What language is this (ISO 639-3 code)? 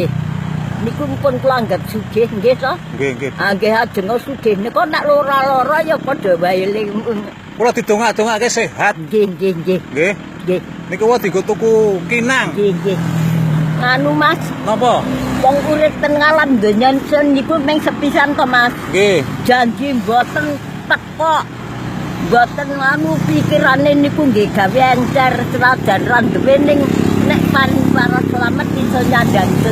jav